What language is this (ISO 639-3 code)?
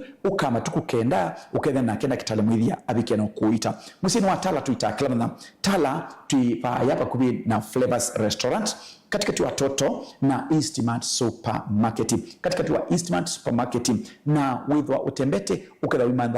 kam